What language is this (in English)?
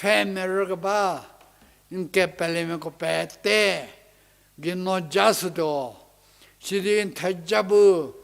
Angami Naga